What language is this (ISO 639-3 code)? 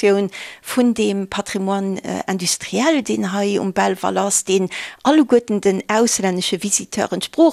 ltz